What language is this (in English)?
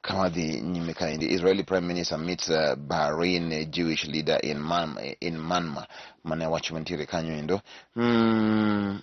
Luo (Kenya and Tanzania)